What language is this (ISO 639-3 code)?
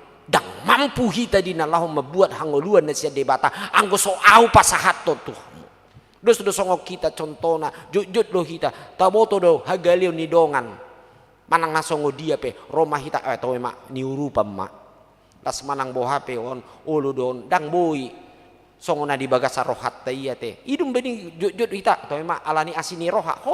bbc